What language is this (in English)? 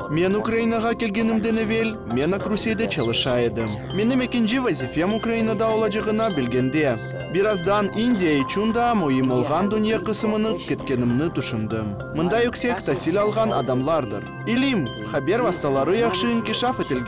Crimean Tatar